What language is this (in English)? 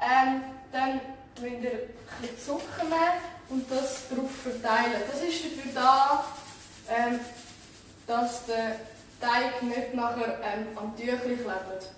Swiss German